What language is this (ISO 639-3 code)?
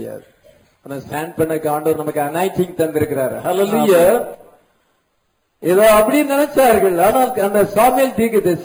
tam